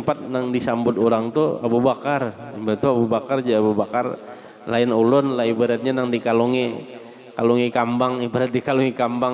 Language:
Banjar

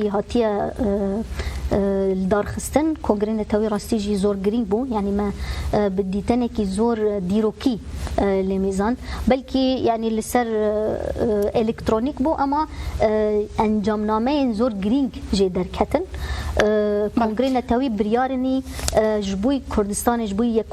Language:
Kurdish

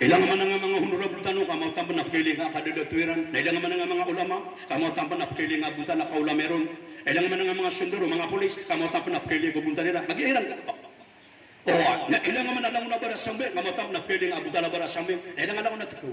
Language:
Maranao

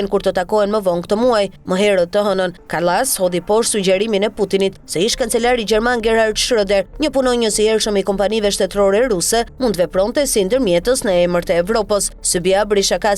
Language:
Albanian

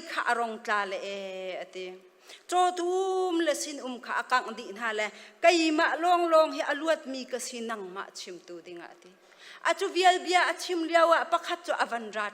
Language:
Hakha Chin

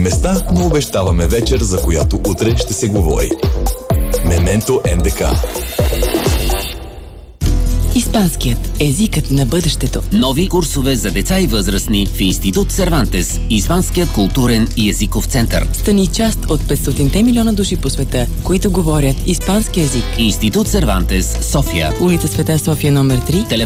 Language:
Bulgarian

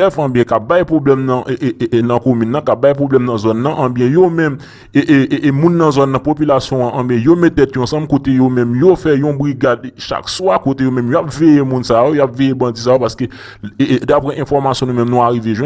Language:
Haitian Creole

